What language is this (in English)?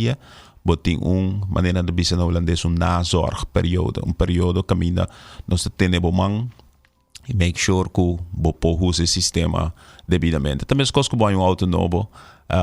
Papiamento